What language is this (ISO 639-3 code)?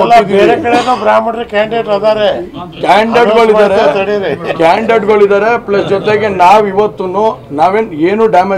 kan